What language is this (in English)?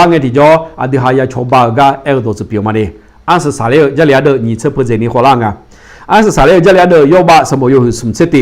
Akha